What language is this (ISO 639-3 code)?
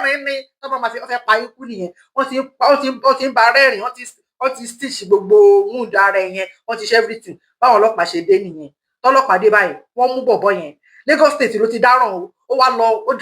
yor